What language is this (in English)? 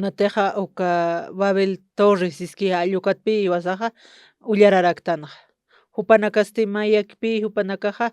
Aymara